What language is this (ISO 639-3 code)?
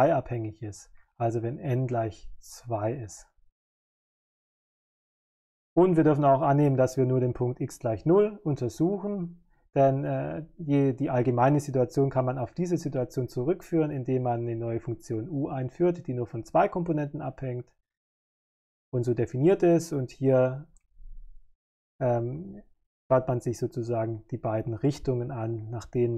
deu